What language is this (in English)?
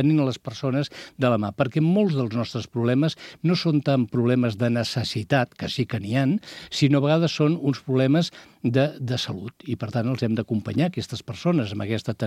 Catalan